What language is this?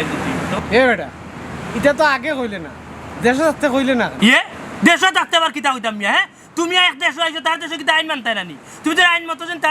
Sylheti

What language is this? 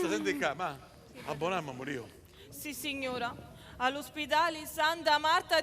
Sicilian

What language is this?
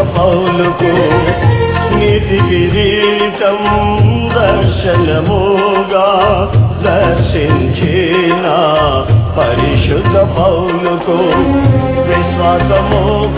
Telugu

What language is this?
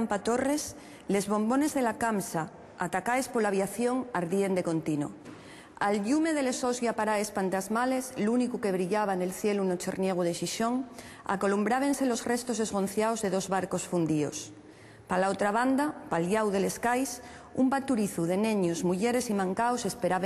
Asturian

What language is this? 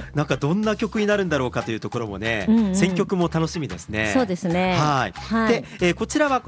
Japanese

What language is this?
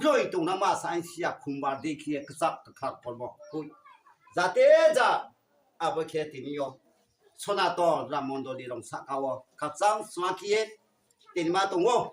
Riang (India)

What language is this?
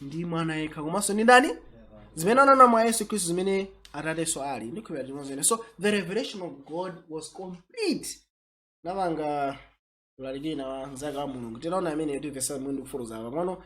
Nyanja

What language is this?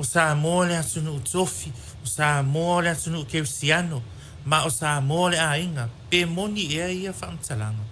Samoan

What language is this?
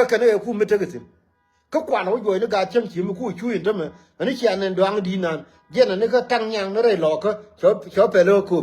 Nuer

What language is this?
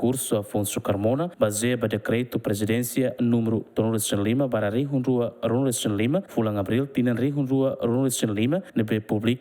Tetum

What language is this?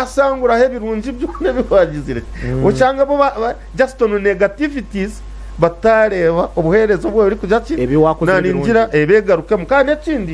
Nyankole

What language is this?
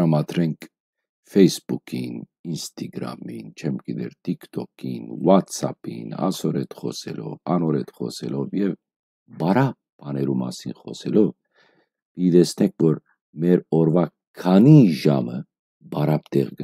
Western Armenian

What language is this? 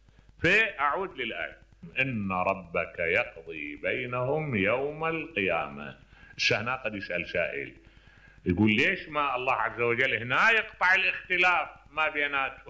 Mesopotamian Arabic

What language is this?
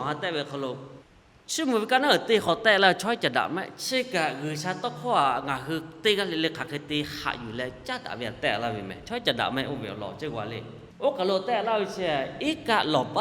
Lahu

